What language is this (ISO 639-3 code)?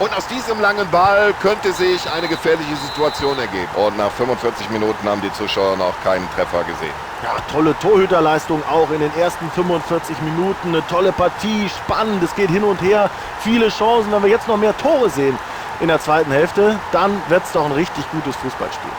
bar